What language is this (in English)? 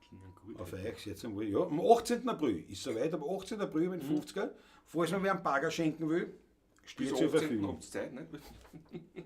Bavarian